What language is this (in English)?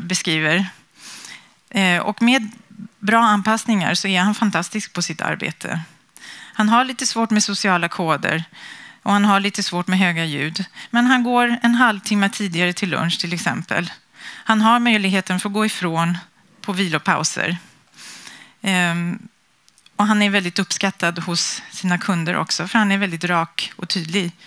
Swedish